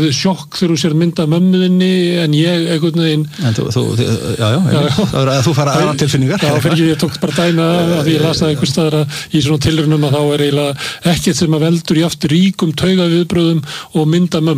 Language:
Icelandic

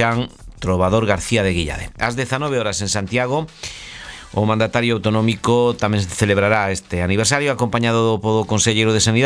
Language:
Galician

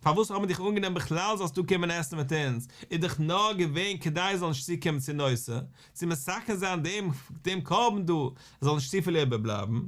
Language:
Yiddish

